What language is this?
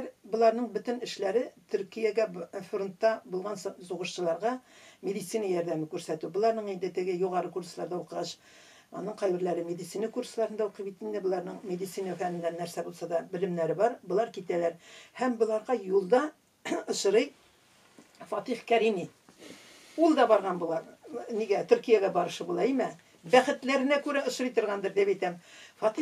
Tatar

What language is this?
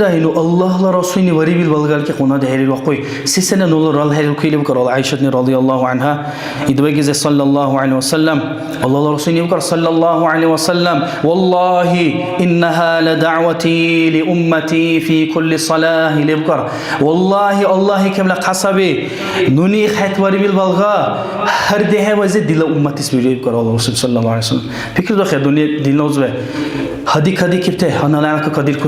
Dargwa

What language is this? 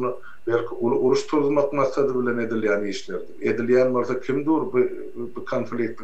Turkmen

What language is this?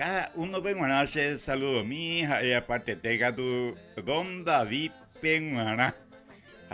Guarani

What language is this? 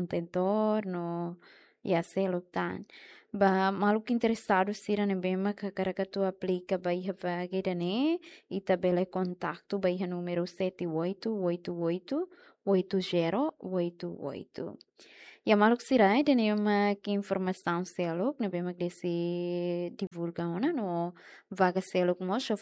Tetum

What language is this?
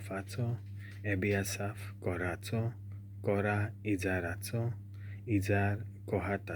Konkani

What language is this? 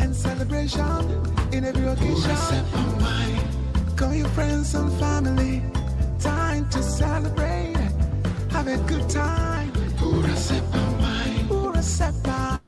Nigerian Pidgin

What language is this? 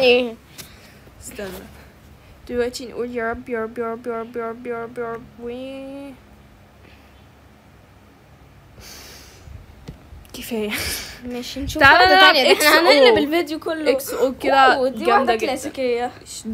Egyptian Arabic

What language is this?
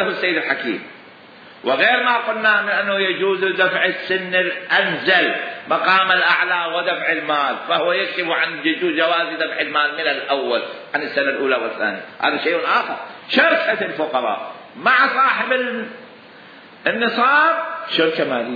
Mesopotamian Arabic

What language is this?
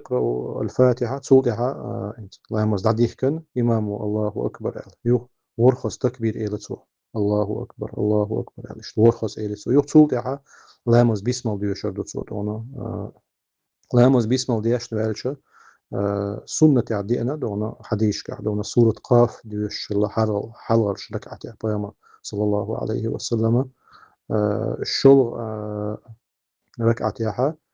Chechen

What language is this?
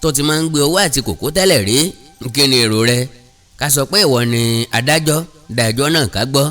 Yoruba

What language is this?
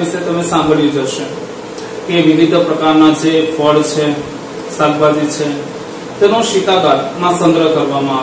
Gujarati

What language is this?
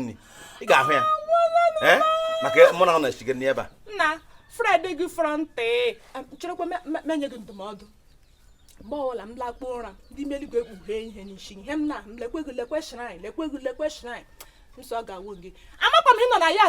Igbo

